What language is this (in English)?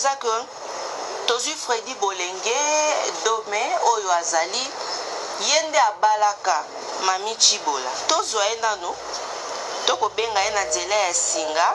Lingala